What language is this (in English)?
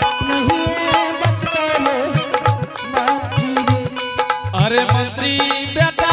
Angika